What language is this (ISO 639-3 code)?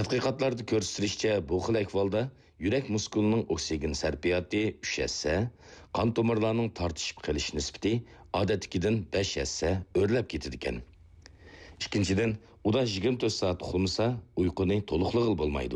uig